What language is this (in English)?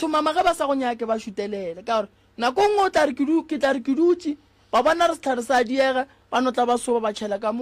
Northern Sotho